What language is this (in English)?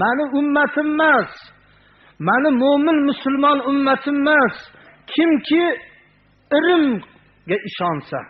Uzbek